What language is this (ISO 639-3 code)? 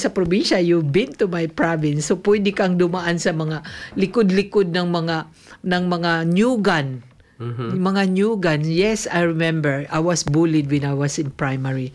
fil